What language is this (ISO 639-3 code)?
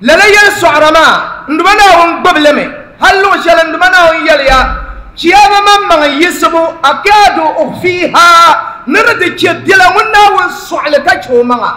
dag